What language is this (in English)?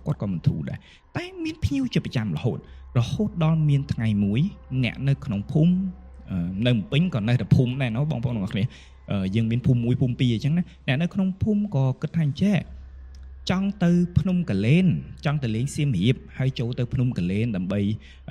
Khmer